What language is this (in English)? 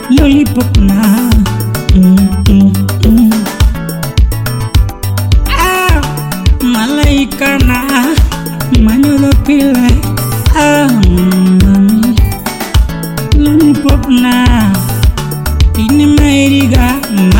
Swahili